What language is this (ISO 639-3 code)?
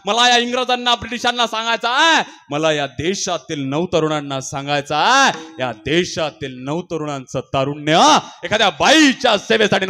mar